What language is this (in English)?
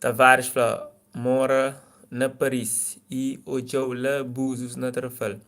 Kabuverdianu